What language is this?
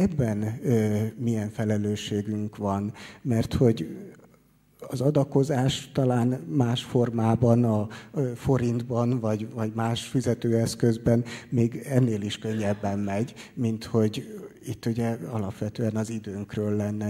Hungarian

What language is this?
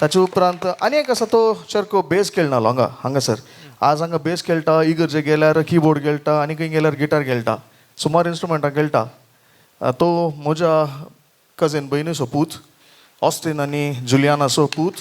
Konkani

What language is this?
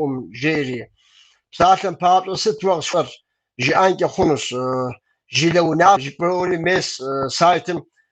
Kabardian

